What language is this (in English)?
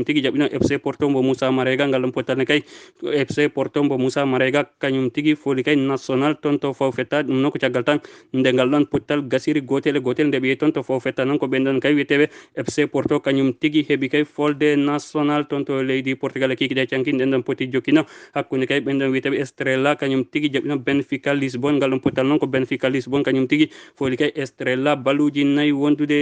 Fula